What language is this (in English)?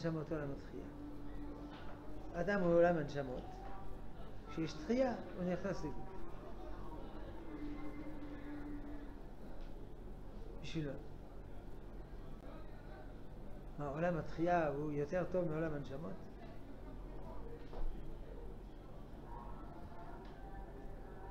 Hebrew